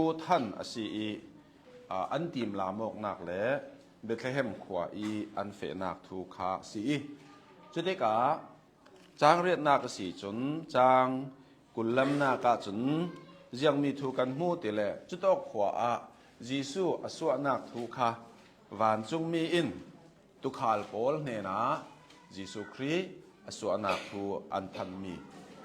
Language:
Hakha Chin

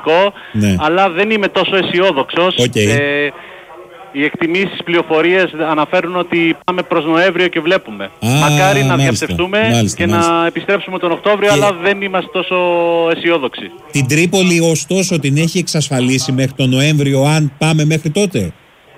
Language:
Greek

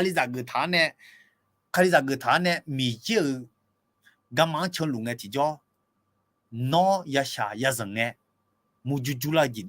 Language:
Akha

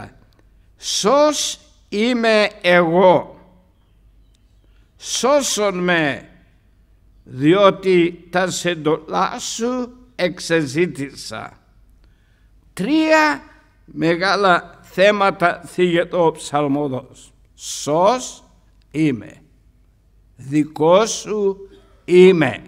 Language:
Greek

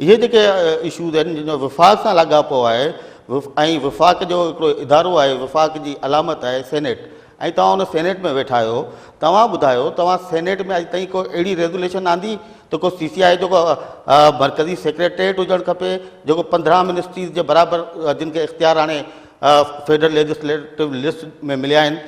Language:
Sindhi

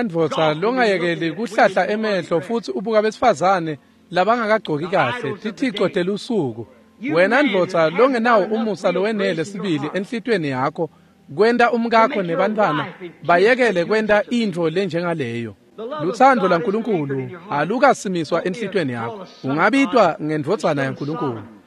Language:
Swati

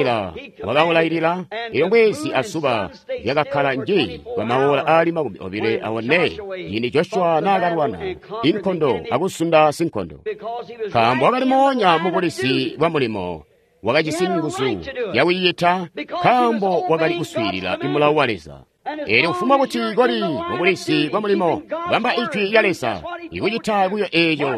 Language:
Tonga (Zambia)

